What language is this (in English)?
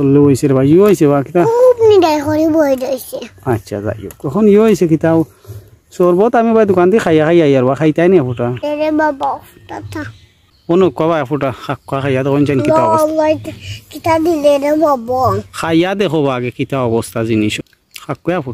Sylheti